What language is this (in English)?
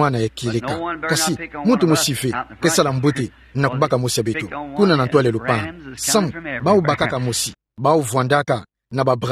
Kituba (Democratic Republic of Congo)